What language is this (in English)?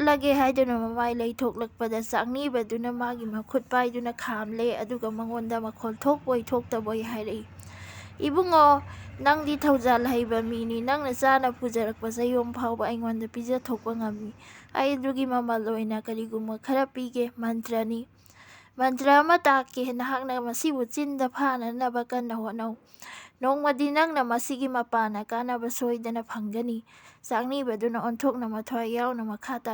Manipuri